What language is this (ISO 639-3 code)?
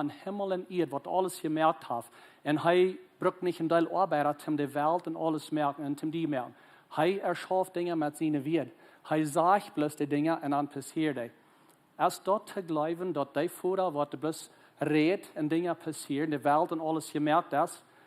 pdt